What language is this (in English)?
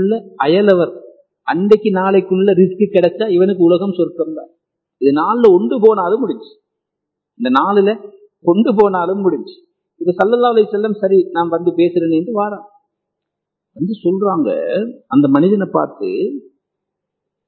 Tamil